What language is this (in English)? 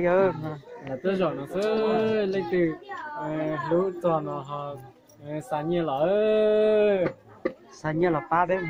Hmong